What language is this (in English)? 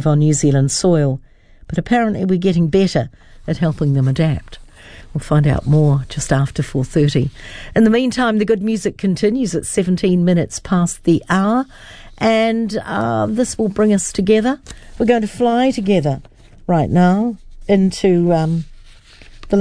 English